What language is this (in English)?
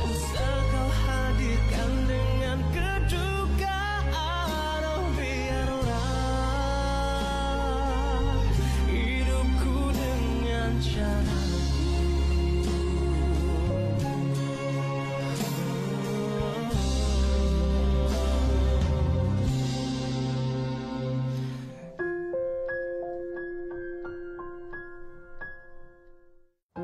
Malay